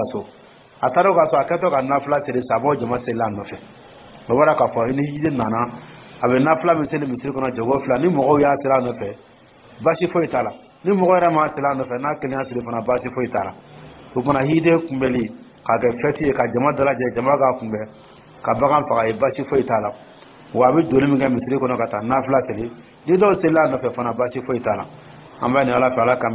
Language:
Dyula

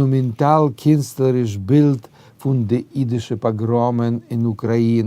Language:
Yiddish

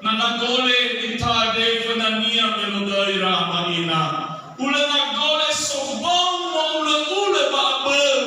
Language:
Nias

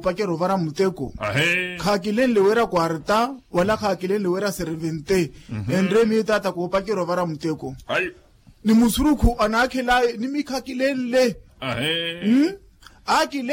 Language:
Makhuwa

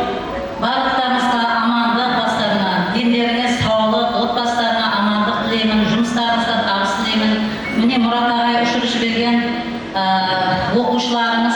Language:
Kara-Kalpak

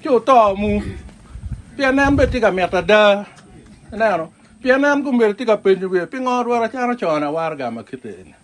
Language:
Acoli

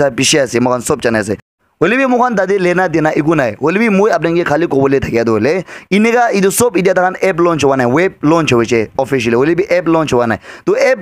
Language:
Naga Pidgin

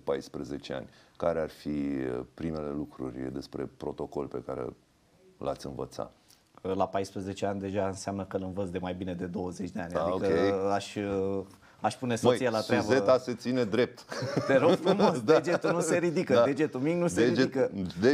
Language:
Romanian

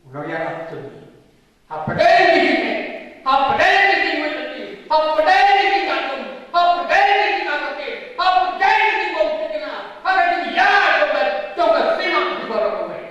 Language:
Khasi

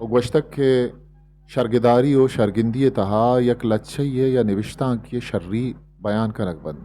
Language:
Eastern Balochi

